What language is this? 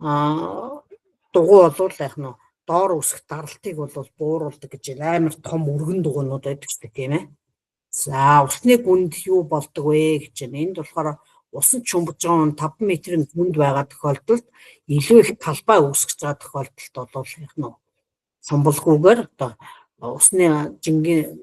Mongolian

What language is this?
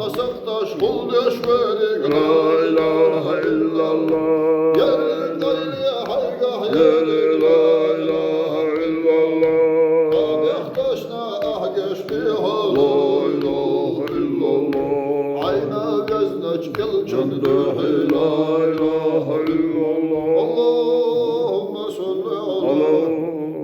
Chechen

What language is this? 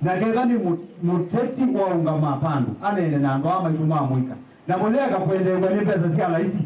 Kamba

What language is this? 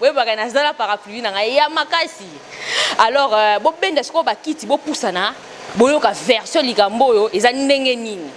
Lingala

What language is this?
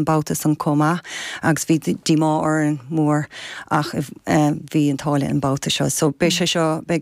Irish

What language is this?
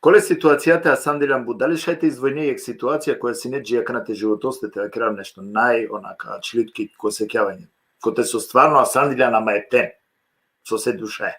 Balkan Romani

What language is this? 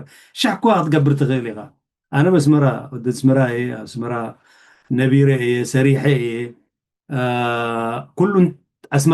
Tigrinya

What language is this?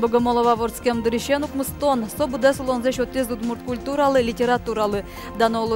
Udmurt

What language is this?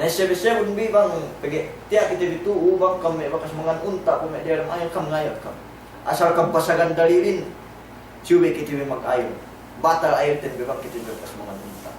Yakan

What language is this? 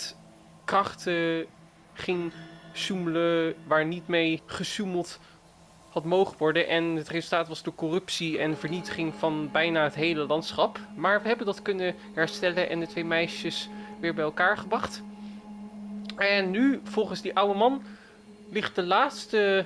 Dutch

